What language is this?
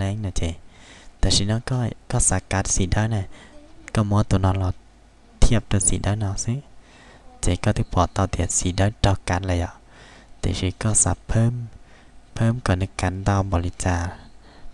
Hmong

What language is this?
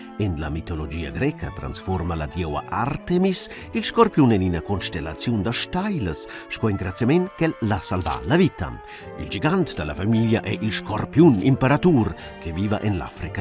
Romansh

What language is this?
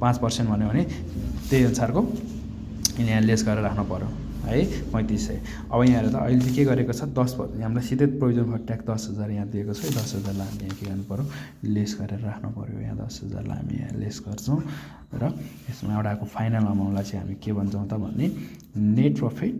Nepali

